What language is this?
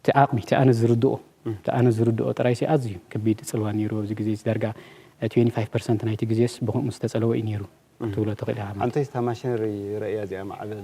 Tigrinya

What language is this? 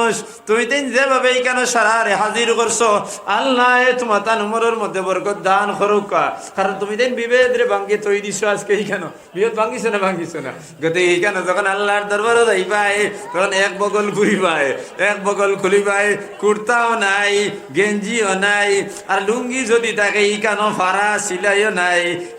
Sylheti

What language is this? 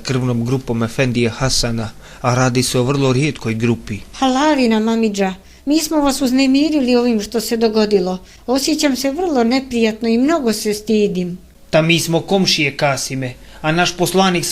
Bosnian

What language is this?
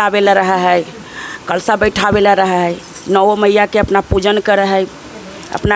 Magahi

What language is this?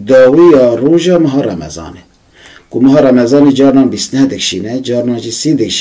Kurdish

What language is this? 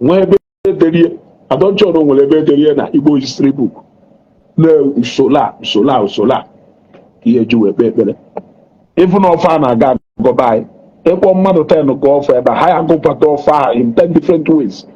Igbo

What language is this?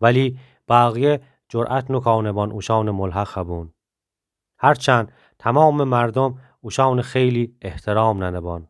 Gilaki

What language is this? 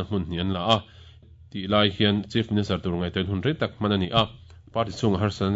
Mizo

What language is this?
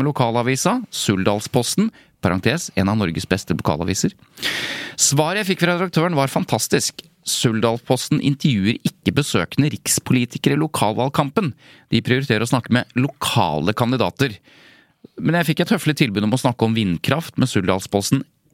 Norwegian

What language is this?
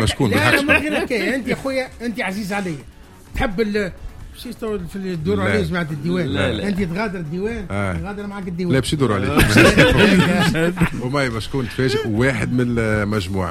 Tunisian Arabic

